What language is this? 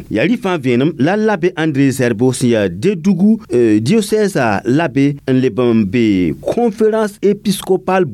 Mossi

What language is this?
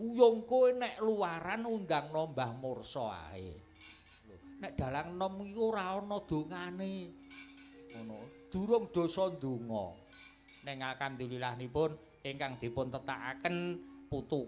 Javanese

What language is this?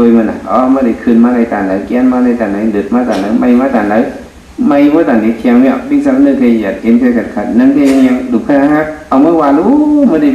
Shan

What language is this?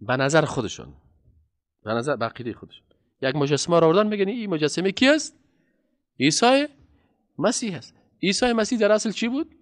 Persian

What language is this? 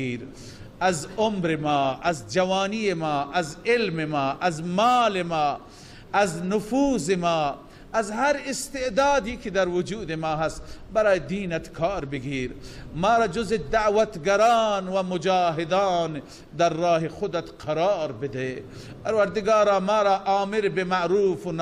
Persian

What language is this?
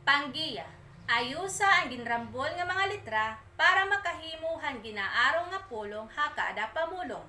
Waray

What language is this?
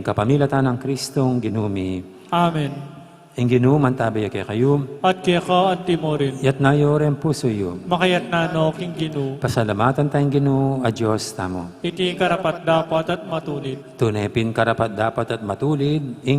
Pampanga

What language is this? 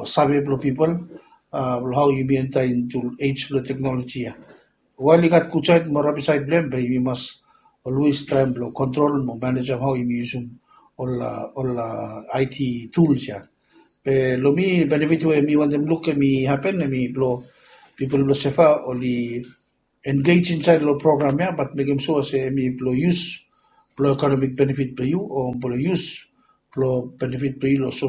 Bislama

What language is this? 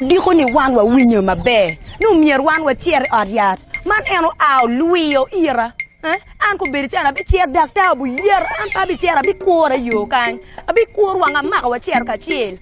Acoli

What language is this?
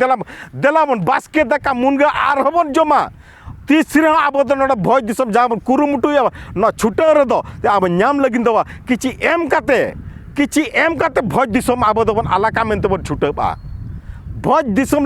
Santali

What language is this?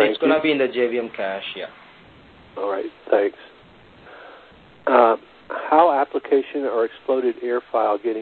English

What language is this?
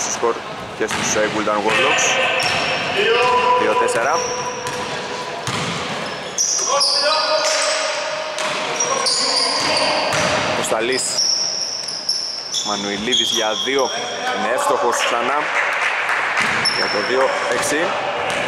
Greek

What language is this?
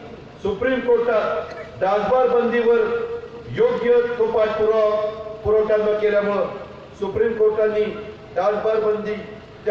Marathi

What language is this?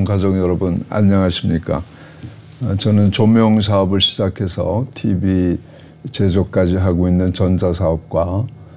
Korean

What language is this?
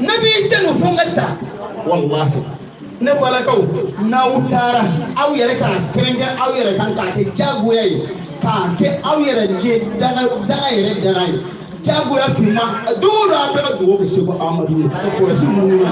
Bambara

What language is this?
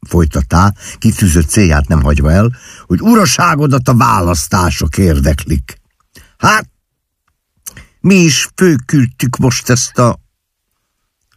Hungarian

